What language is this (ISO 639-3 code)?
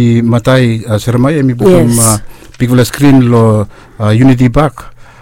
bis